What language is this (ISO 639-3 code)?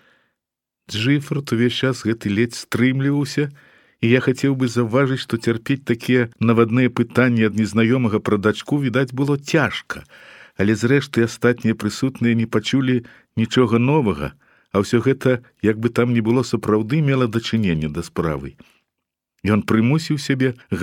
bel